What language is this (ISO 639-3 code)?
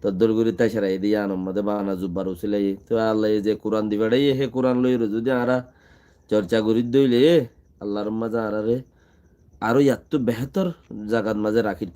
rhg